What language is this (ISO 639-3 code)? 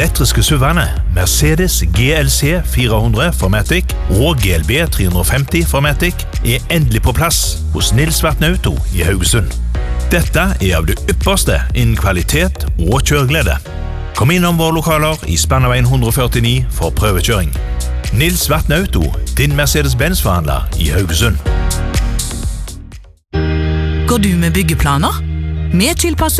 nor